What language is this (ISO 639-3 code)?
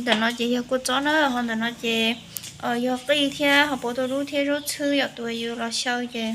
hmn